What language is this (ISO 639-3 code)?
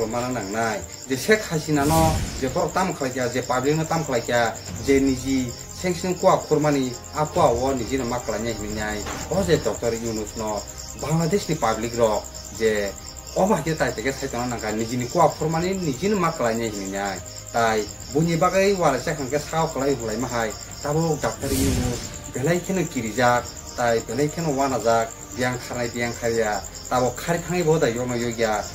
trp